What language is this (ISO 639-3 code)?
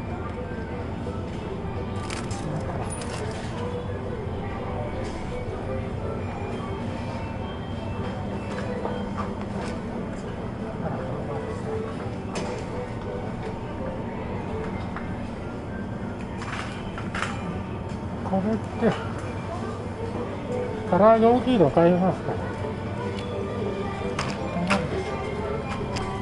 jpn